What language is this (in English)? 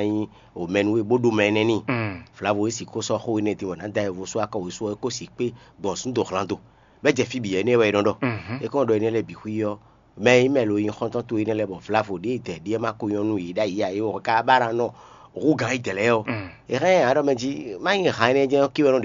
Fon